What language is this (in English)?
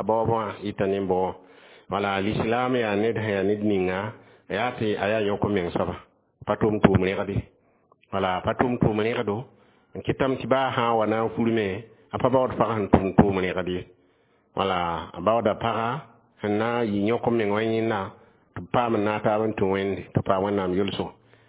Mossi